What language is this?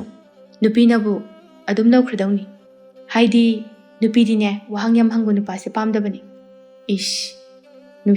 Manipuri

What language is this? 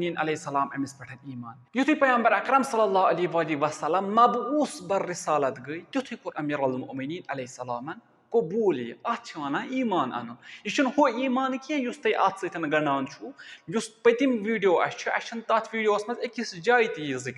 Kashmiri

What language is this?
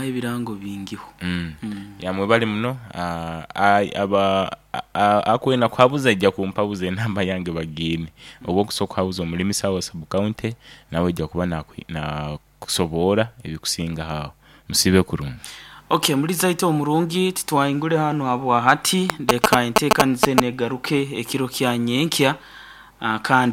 Nyoro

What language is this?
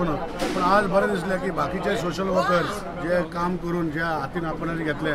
Konkani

